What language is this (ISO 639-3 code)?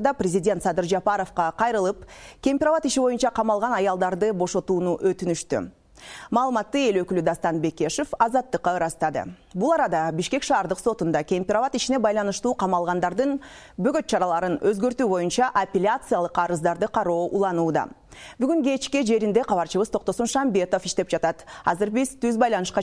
kir